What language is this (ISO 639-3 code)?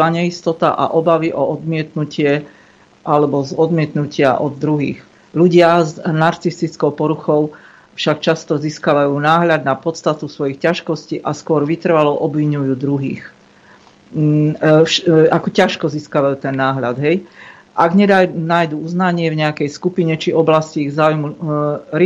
slk